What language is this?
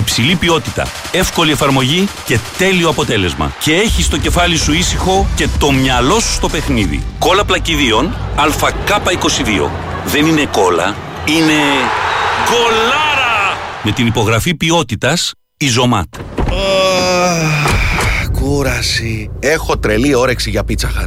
Greek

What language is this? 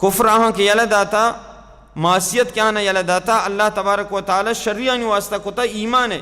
Baluchi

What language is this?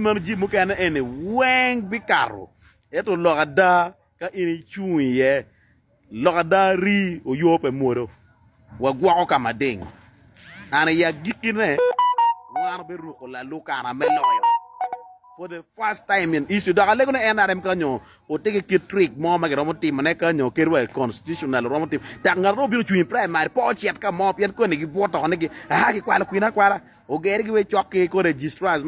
Acoli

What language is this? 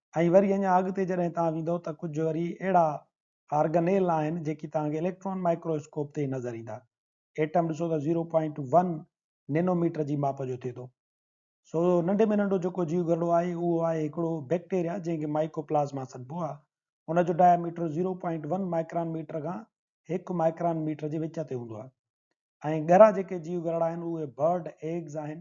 Sindhi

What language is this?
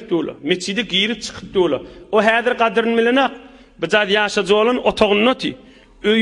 Turkmen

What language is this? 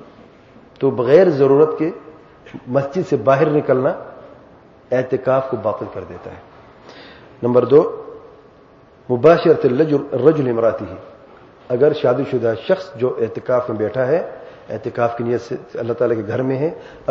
Urdu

